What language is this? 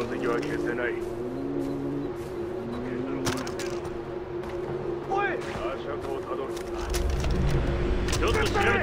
Japanese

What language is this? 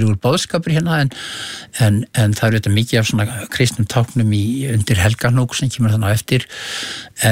Icelandic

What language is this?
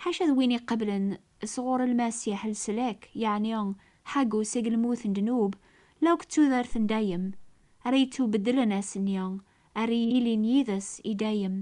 Kabyle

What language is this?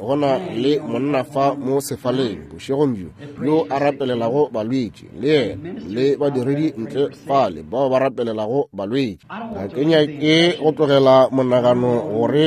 Northern Sotho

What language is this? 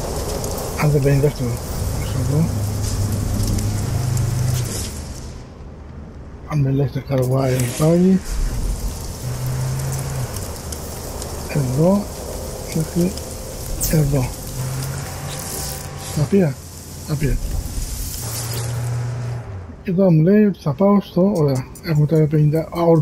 Greek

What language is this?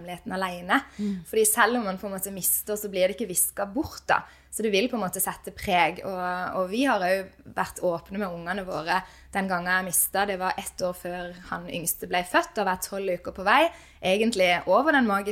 Norwegian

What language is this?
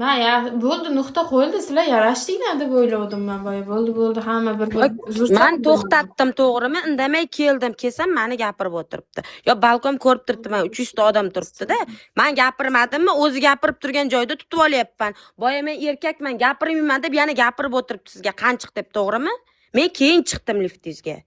Uzbek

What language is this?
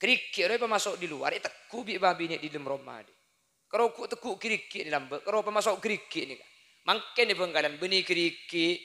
Madurese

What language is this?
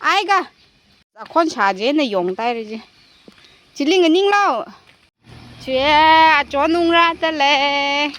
Tangkhul Naga (India)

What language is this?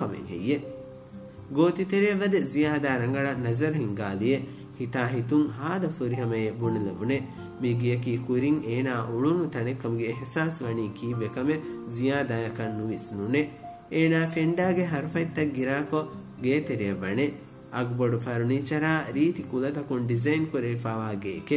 Divehi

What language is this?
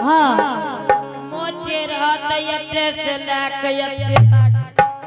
Angika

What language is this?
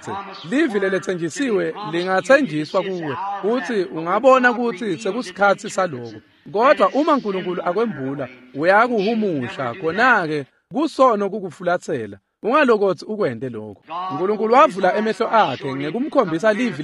Swati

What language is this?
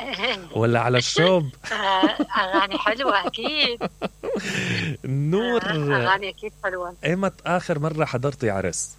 Mesopotamian Arabic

